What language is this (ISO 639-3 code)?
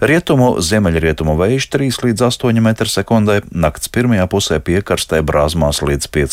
lav